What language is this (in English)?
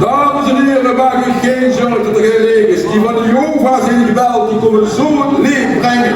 Limburgish